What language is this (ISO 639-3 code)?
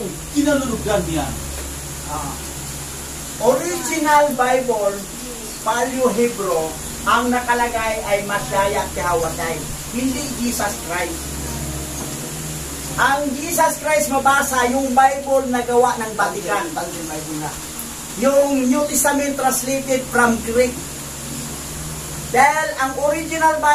fil